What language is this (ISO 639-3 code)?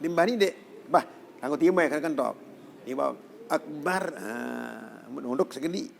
sas